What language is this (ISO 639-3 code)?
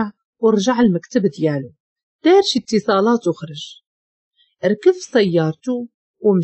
ary